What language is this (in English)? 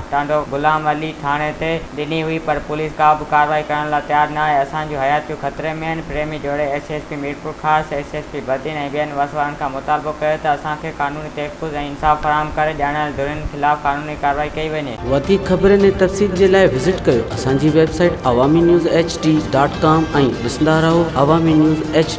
Sindhi